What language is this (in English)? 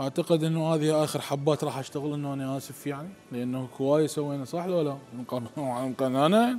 Mesopotamian Arabic